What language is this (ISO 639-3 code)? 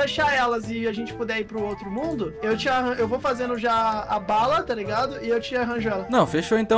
por